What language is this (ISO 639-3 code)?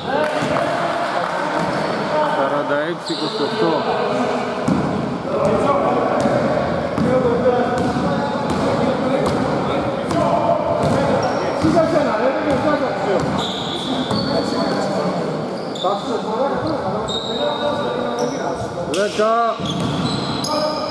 ell